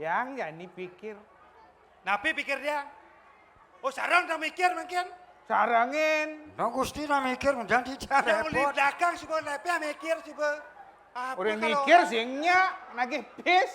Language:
Balinese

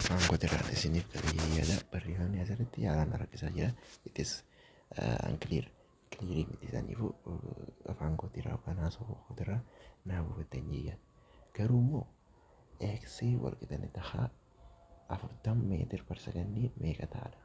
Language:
Oromo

